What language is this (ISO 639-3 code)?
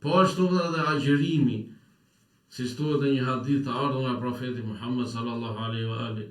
sqi